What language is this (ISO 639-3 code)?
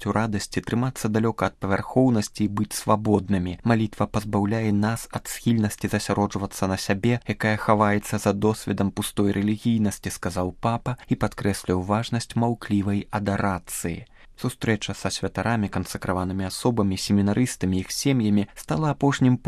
bel